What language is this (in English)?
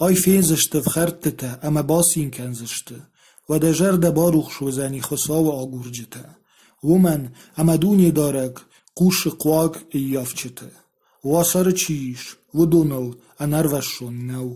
Ossetic